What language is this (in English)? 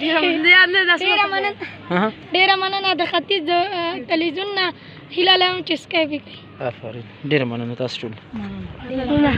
Pashto